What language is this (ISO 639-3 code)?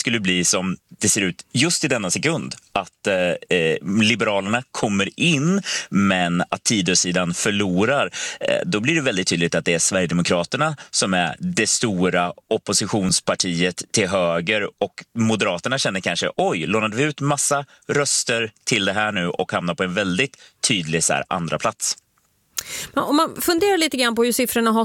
swe